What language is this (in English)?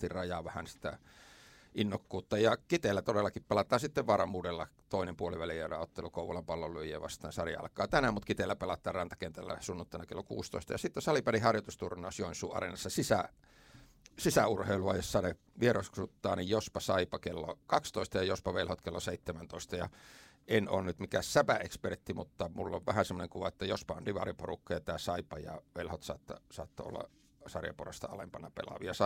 Finnish